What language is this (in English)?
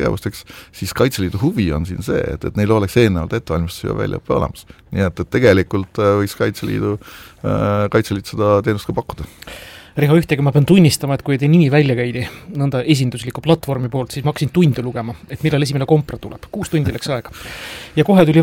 Estonian